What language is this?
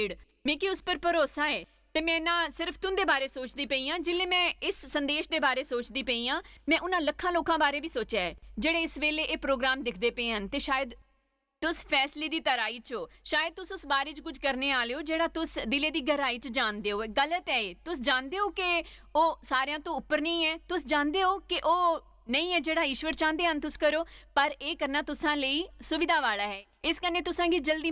Dogri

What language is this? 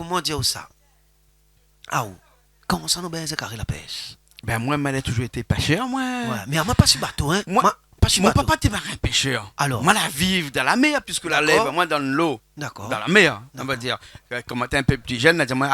Réunion Creole French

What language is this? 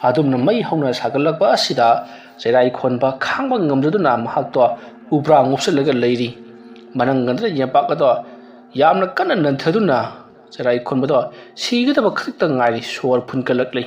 Manipuri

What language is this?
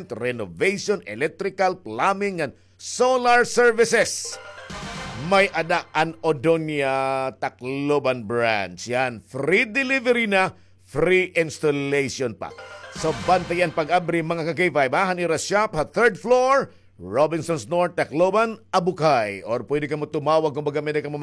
Waray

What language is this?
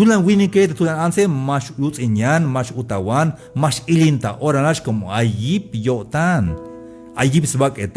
Tzeltal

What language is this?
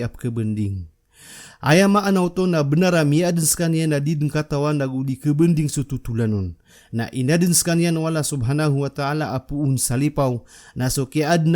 Maranao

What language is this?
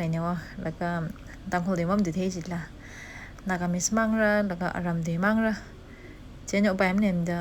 Tangkhul Naga (India)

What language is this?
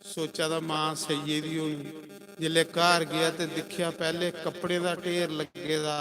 Dogri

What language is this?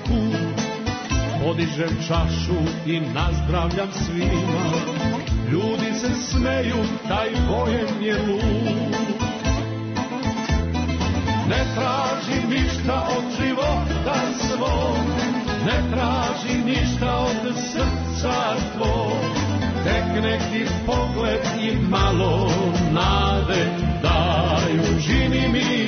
Serbian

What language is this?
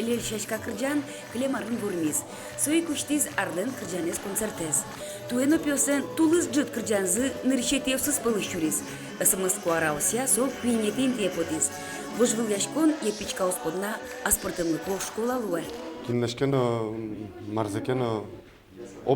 Udmurt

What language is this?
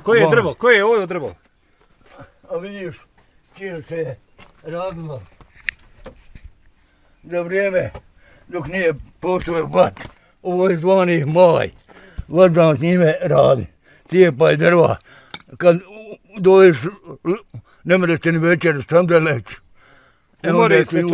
Bosnian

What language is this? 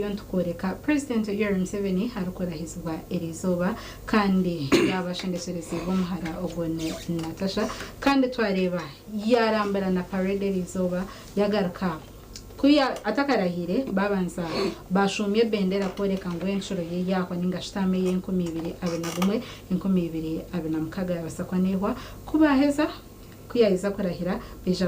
Nyankole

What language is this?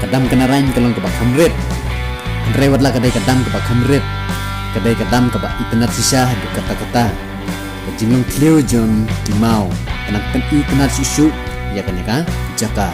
Khasi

